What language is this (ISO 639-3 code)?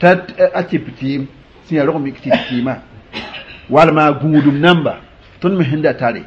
mos